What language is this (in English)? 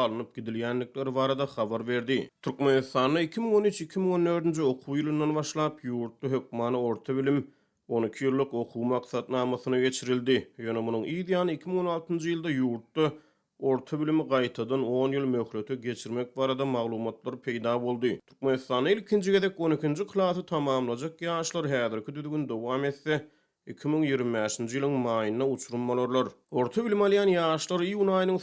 Turkmen